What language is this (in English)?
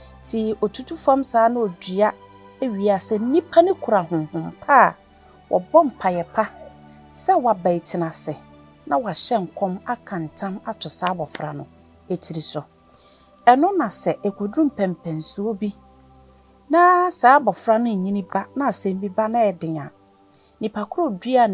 Akan